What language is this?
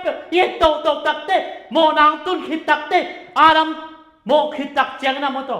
Tedim Chin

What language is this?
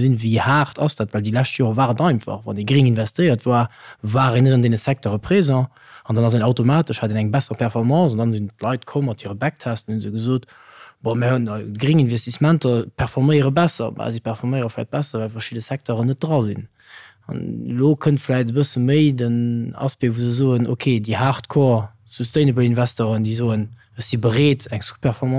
Luxembourgish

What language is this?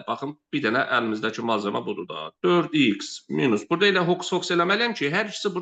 Azerbaijani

